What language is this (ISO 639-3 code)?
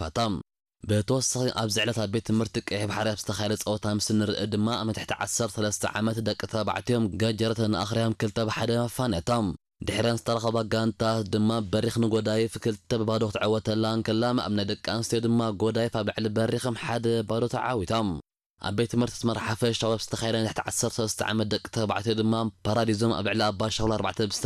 tir